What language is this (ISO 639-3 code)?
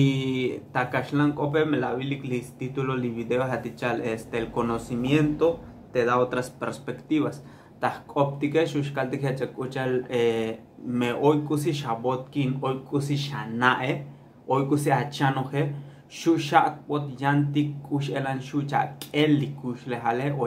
tzo